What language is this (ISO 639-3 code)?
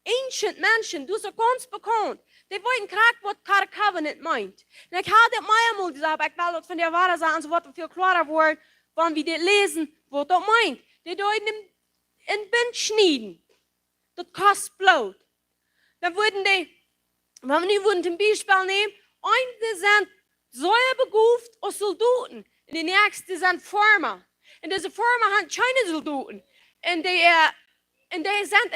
pdt